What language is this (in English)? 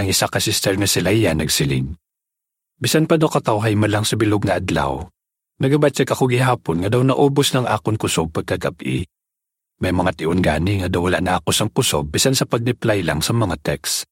Hiligaynon